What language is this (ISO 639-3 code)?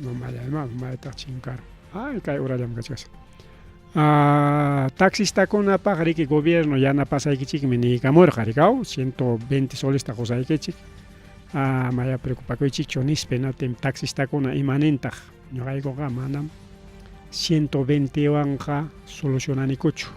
quy